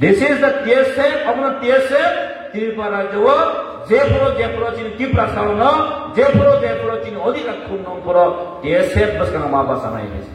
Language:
Kok Borok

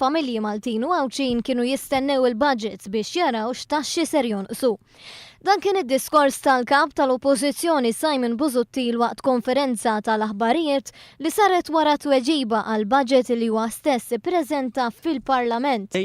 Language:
Maltese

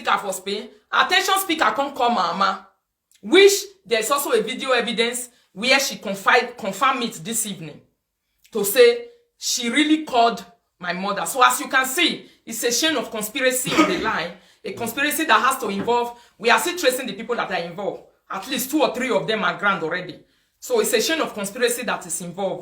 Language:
Nigerian Pidgin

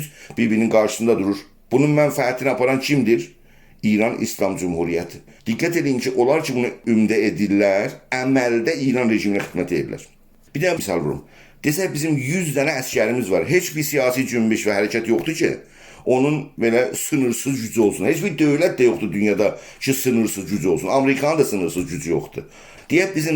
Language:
South Azerbaijani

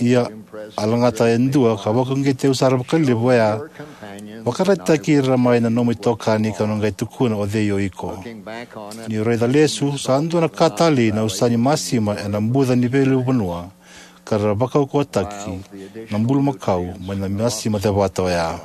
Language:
Fijian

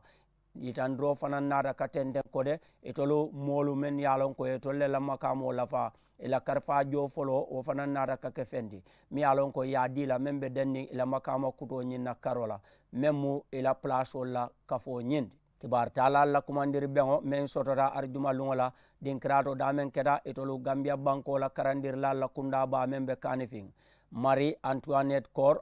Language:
Mandingo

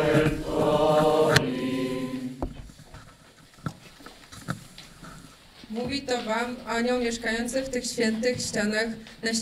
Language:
Polish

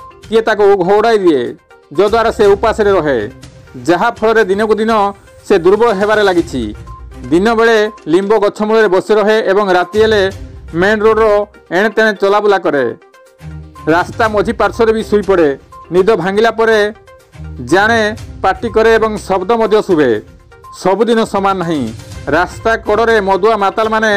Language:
Odia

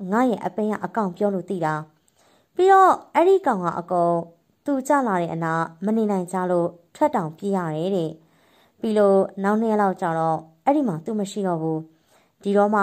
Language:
Burmese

